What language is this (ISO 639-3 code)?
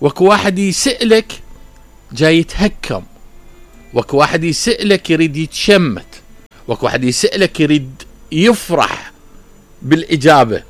acm